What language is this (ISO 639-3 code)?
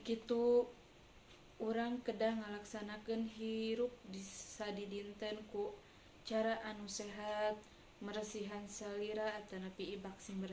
sun